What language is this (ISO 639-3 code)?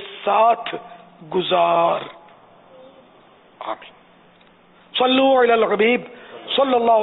urd